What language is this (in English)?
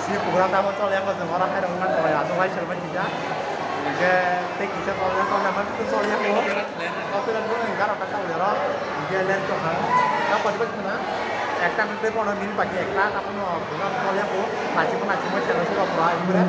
Kok Borok